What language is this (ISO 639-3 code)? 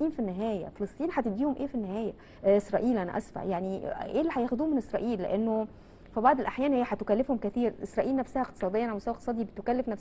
arz